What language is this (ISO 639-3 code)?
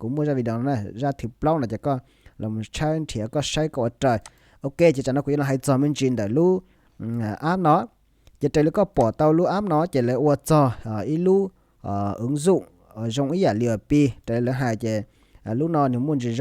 hmn